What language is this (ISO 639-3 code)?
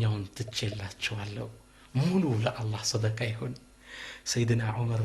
amh